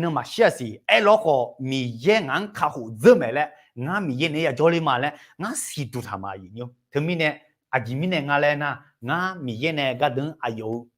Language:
Akha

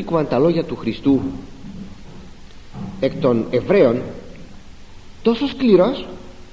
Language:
Greek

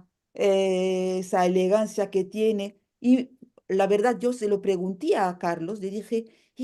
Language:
Ladino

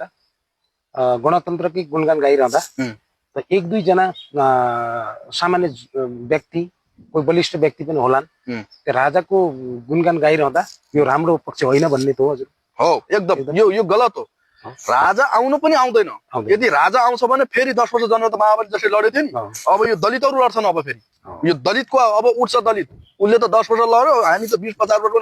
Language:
Nepali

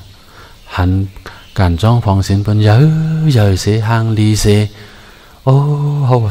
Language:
Shan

